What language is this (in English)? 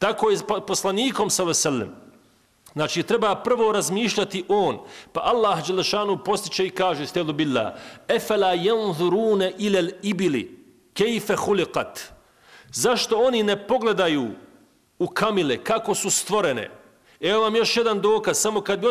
Bosnian